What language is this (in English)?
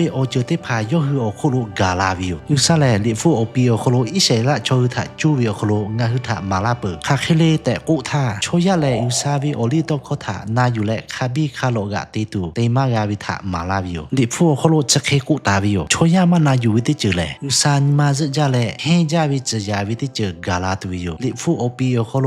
Lahu